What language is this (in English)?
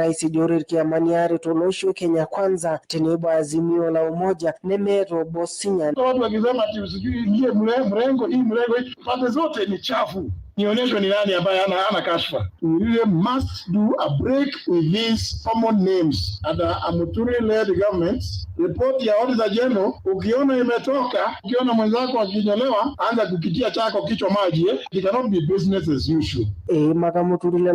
Masai